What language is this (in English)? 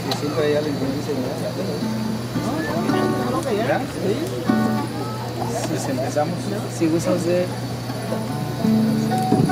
Spanish